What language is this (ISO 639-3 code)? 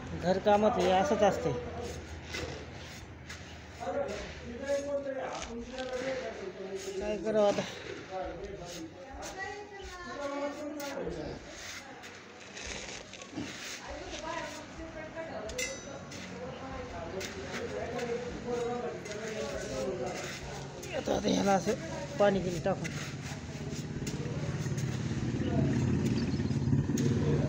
mar